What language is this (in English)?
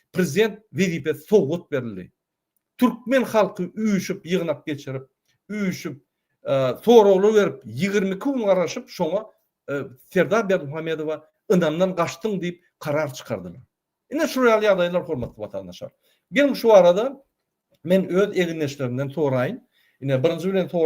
Turkmen